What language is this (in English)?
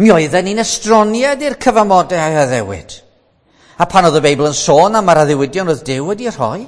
Welsh